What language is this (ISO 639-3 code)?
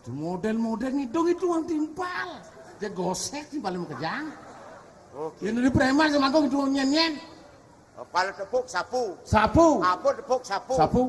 ban